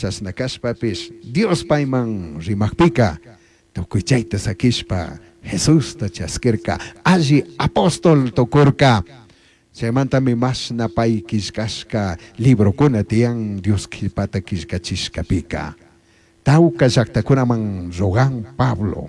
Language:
Chimborazo Highland Quichua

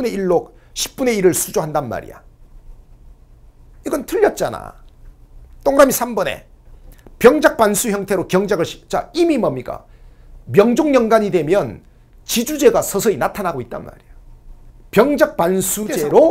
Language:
Korean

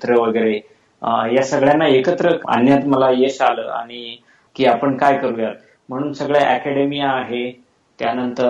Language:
Marathi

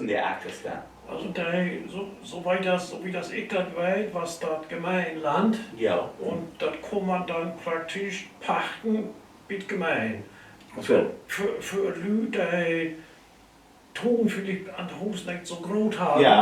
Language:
Low German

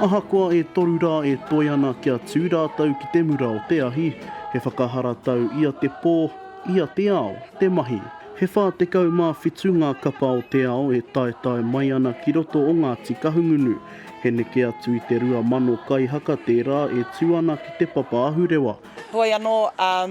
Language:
Māori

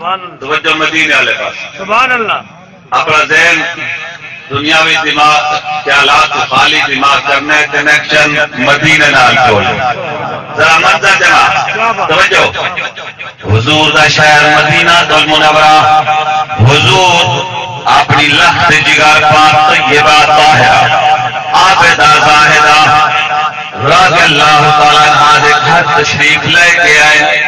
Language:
Saraiki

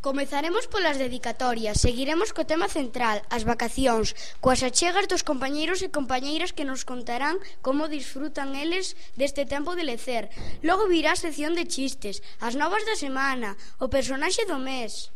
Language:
Galician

